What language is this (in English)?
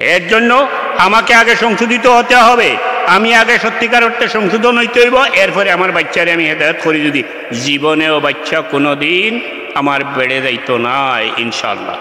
Sylheti